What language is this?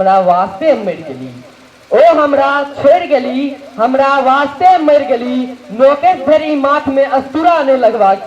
Maithili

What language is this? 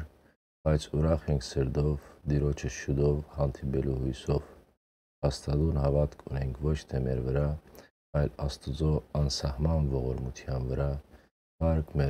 Western Armenian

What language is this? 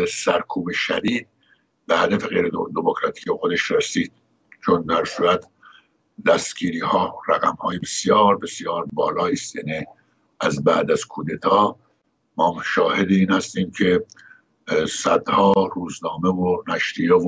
Persian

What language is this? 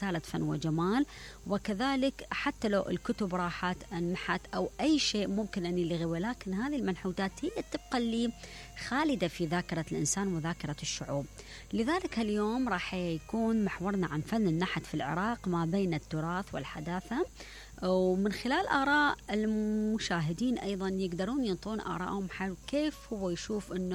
Mesopotamian Arabic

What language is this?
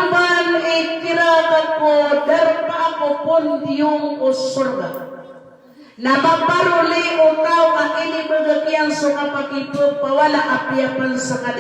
Maranao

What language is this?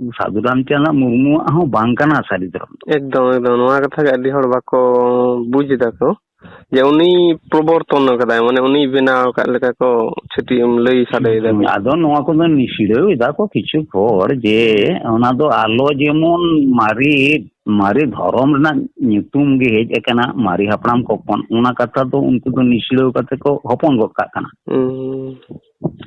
Santali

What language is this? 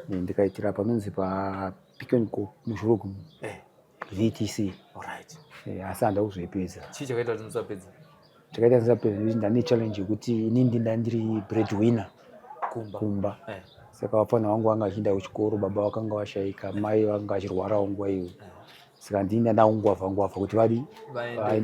Shona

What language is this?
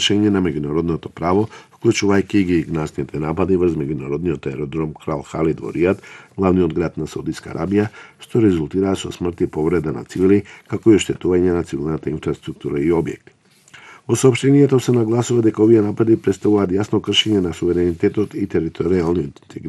Macedonian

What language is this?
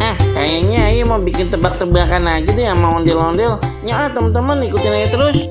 Betawi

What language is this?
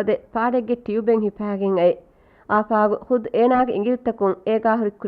Divehi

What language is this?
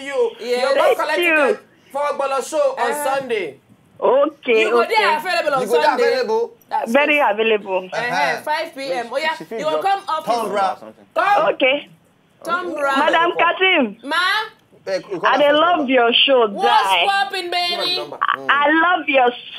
Nigerian Pidgin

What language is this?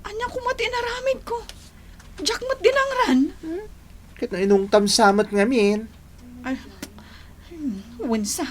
Iloko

